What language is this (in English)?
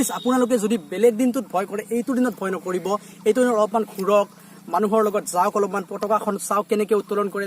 Assamese